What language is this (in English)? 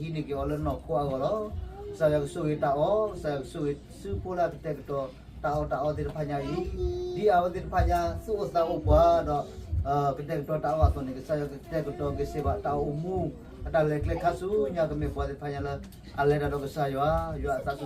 S'gaw Karen